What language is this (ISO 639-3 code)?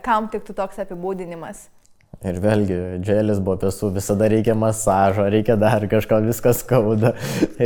lit